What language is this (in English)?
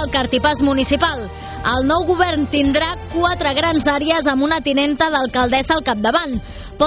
Catalan